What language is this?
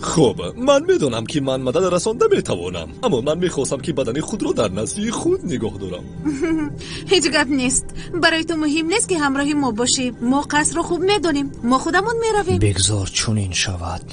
Tajik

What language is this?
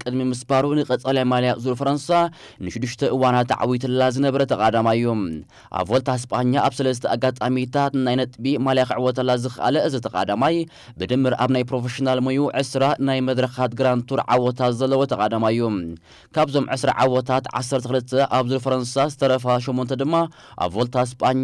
Tigrinya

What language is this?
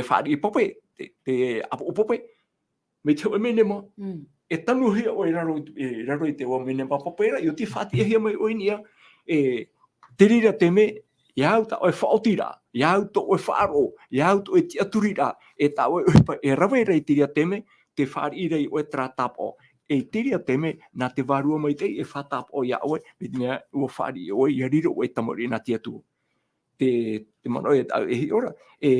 Tahitian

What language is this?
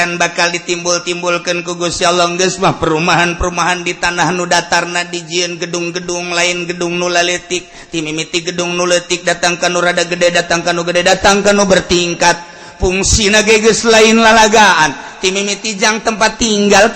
Sundanese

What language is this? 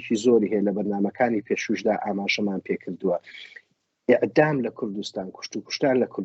Central Kurdish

